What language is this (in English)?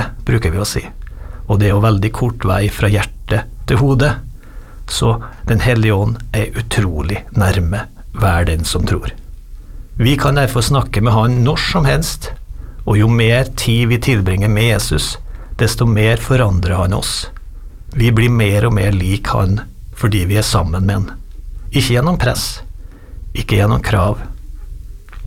Norwegian